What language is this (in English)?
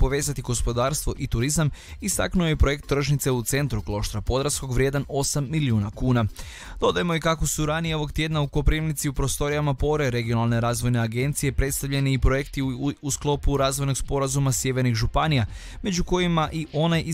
Croatian